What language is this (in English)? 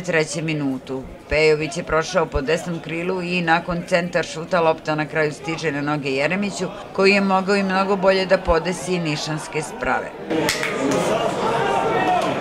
Serbian